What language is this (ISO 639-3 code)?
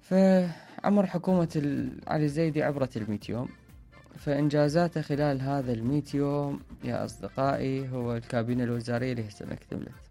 acm